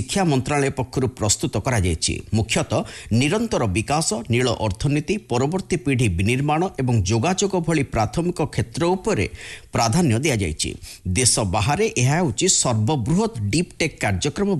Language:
Odia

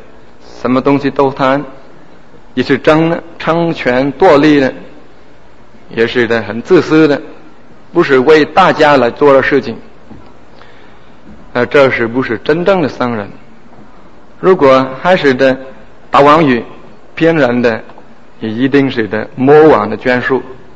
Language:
Chinese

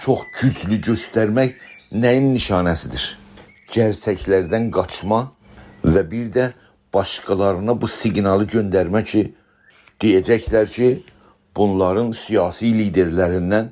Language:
South Azerbaijani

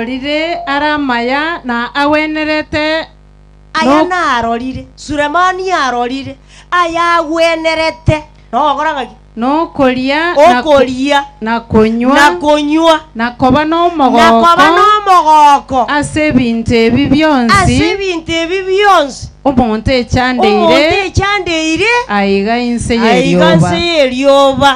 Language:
Gusii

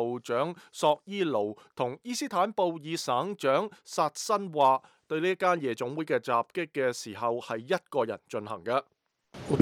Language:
Cantonese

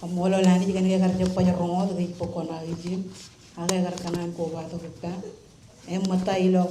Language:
Marshallese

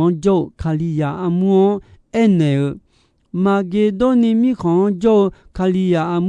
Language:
Akha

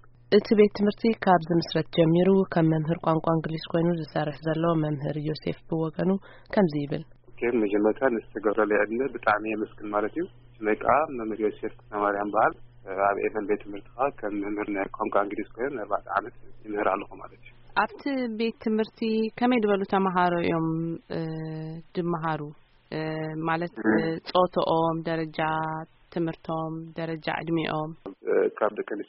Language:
Tigrinya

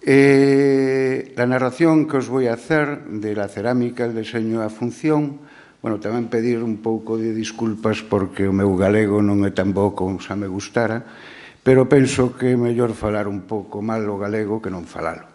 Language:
Galician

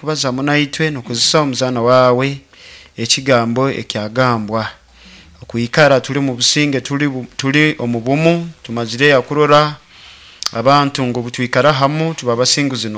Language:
Nyoro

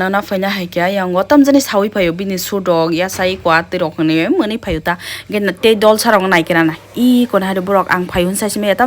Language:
Kok Borok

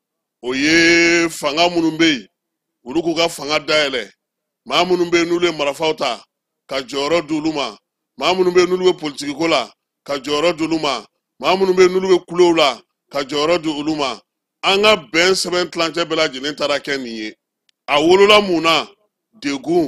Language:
Bambara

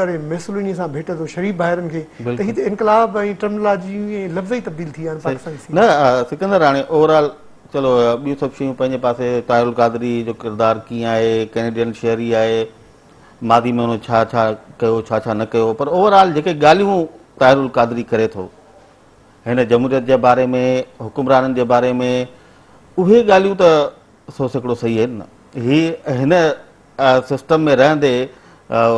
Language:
Sindhi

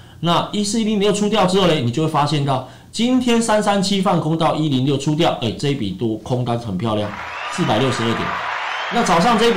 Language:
Chinese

